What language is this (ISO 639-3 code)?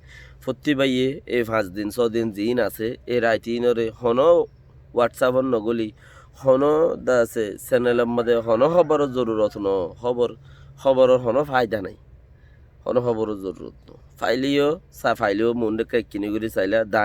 rhg